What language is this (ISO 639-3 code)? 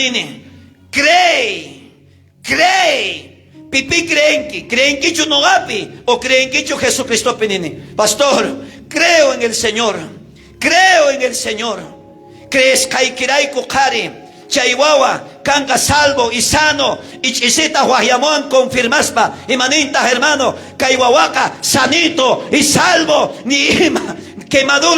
quh